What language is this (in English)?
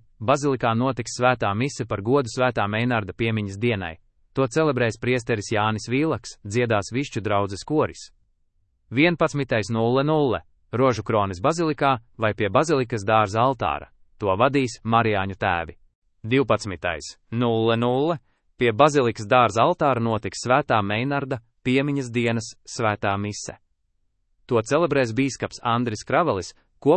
Latvian